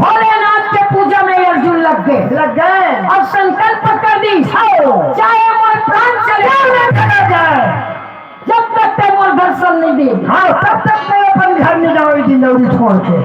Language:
Chhattisgarhi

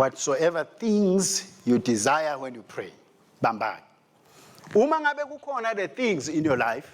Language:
Swati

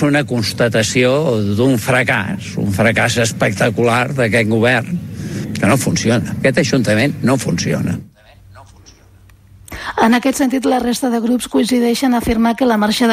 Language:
Catalan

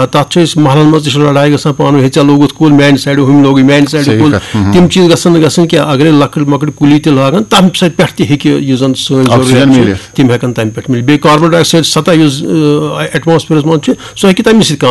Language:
Kashmiri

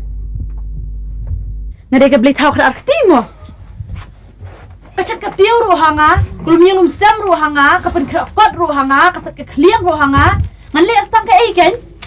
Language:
Khasi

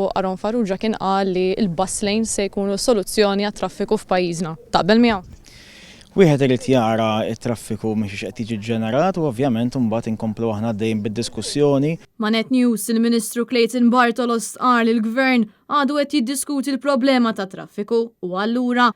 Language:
Maltese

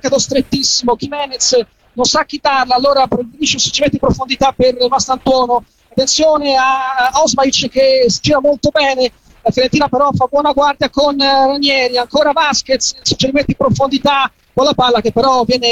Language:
Italian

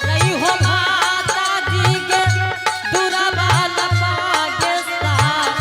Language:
Angika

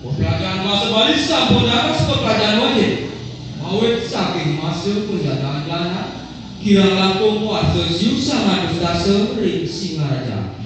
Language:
Balinese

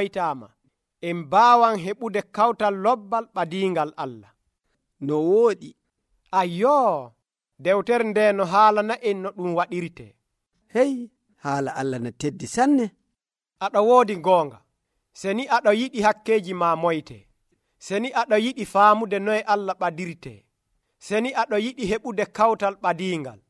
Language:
Nigerian Fulfulde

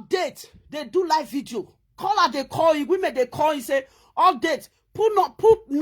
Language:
Nigerian Pidgin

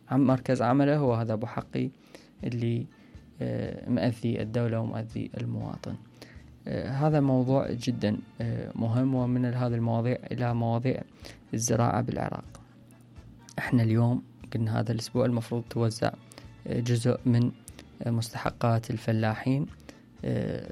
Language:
Mesopotamian Arabic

